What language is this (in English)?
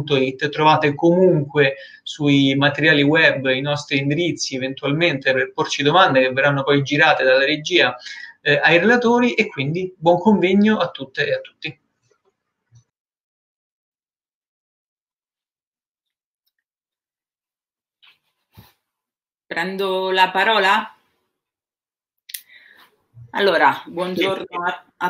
Italian